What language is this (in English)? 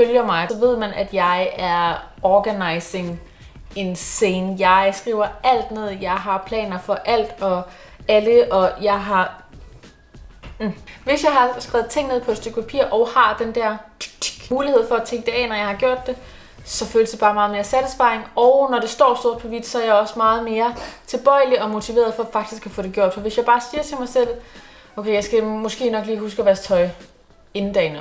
Danish